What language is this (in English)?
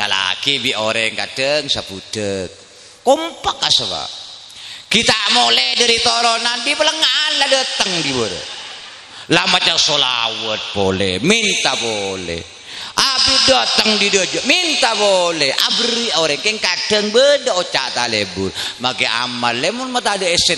Madurese